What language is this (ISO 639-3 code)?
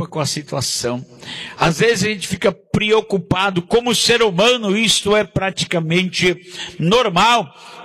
por